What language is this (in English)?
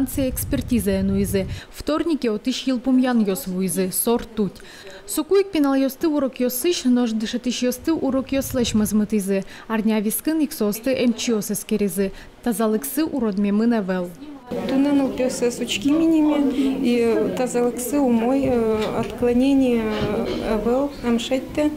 Udmurt